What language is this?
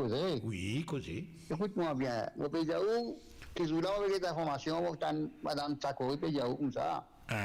Morisyen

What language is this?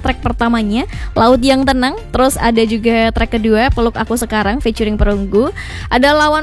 Indonesian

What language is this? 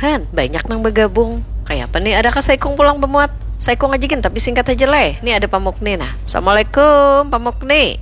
Banjar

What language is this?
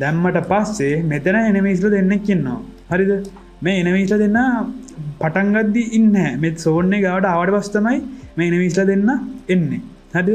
Sinhala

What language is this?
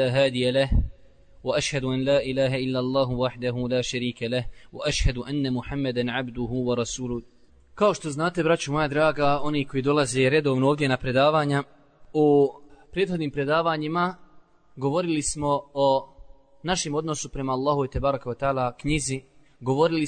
Bosnian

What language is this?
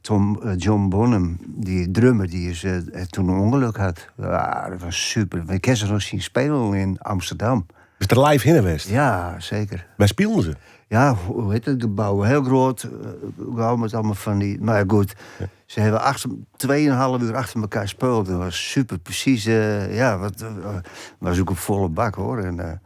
Western Frisian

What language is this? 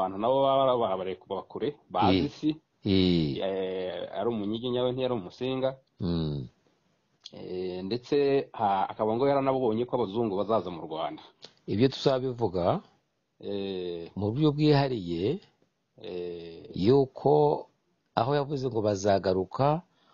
Kinyarwanda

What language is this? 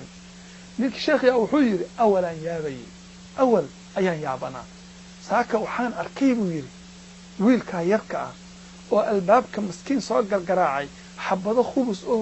Somali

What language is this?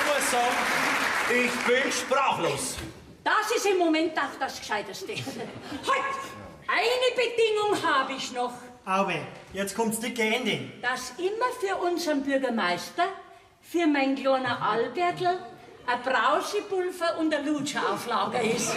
Bavarian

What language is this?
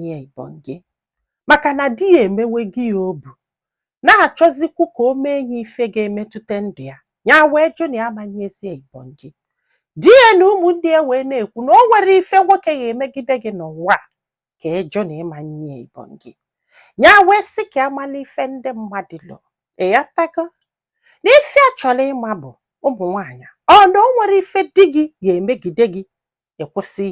Igbo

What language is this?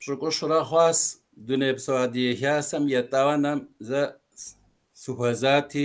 Kabardian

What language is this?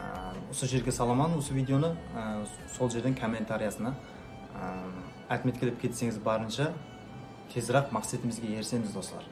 Kara-Kalpak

